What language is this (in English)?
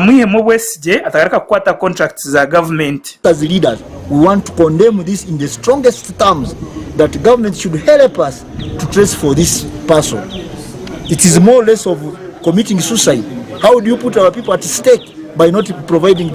Nyankole